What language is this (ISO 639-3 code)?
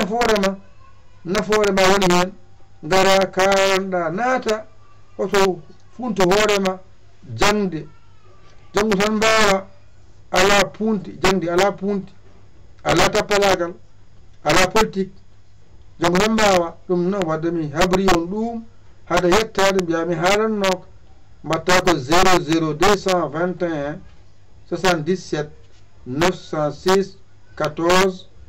ful